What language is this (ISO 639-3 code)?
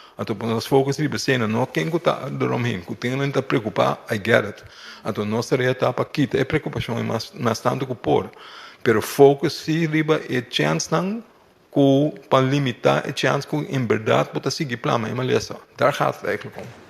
pap